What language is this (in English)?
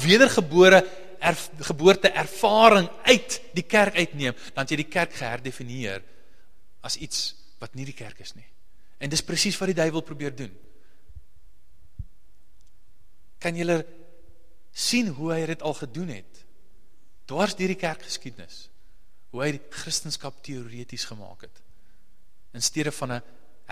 Afrikaans